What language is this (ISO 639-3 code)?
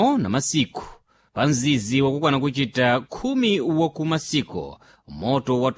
seh